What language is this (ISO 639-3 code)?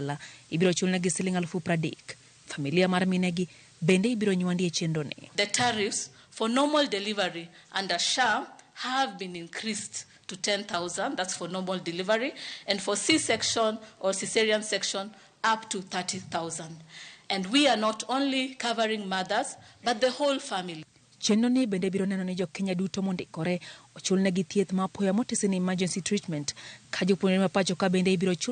luo